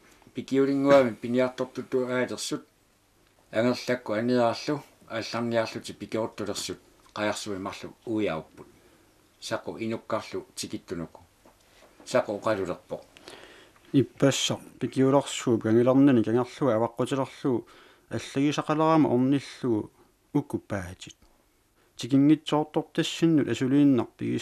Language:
Kalaallisut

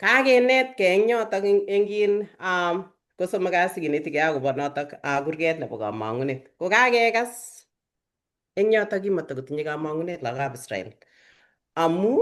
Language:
Kalenjin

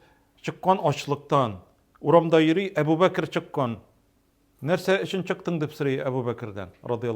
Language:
Tatar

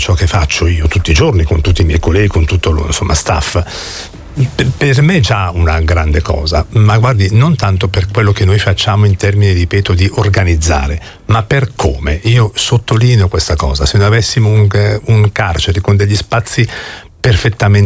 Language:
Italian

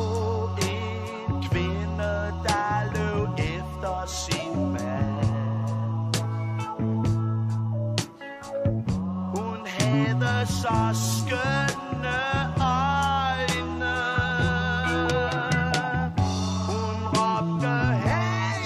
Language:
Danish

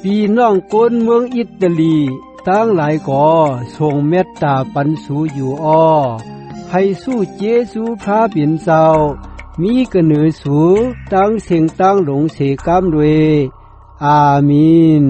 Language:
Shan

